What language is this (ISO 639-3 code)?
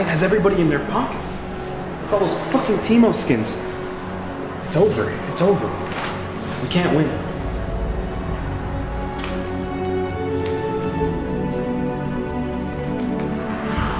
eng